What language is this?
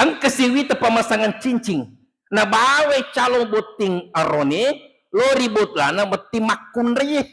Buginese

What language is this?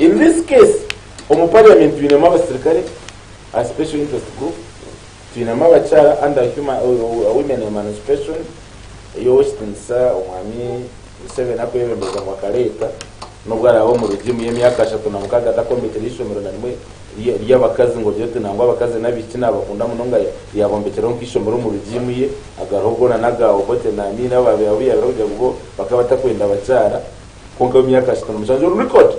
Nyankole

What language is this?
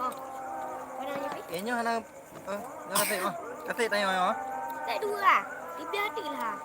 Achinese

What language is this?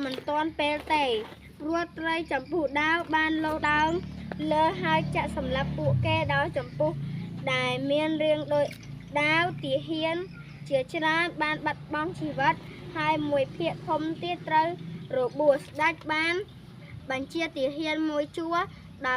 Khmer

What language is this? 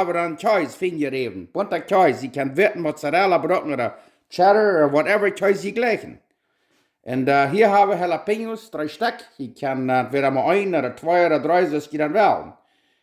Plautdietsch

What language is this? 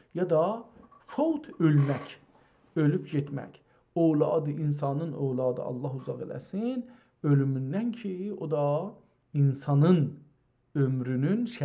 South Azerbaijani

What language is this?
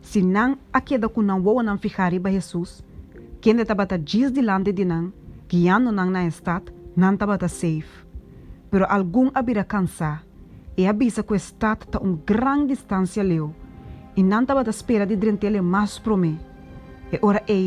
Papiamento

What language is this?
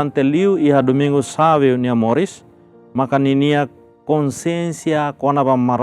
Tetum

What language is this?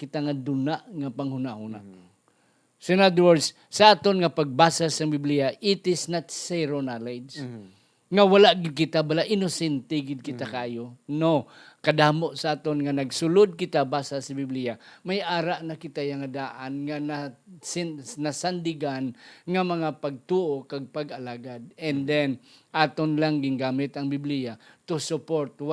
Hiligaynon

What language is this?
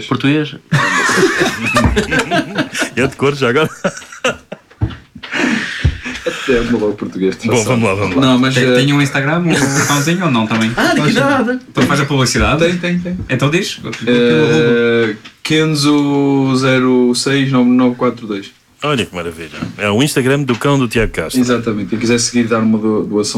Portuguese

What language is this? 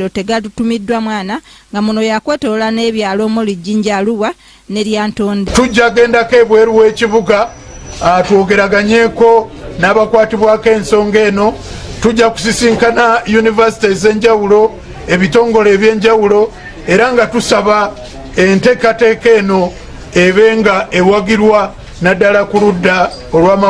Ganda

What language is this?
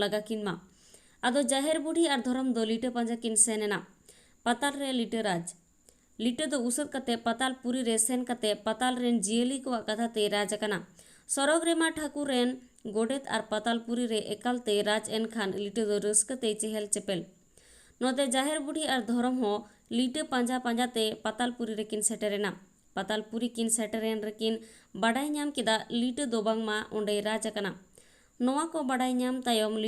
Santali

